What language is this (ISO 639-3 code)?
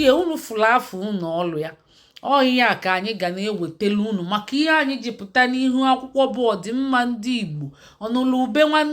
ibo